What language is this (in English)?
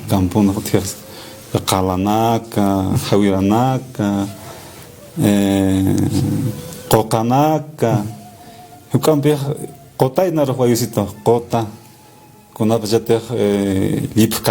Aymara